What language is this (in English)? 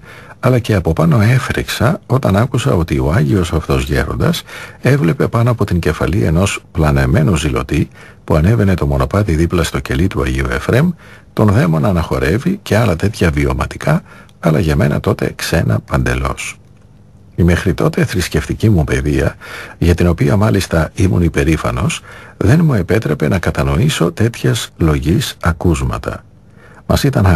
Greek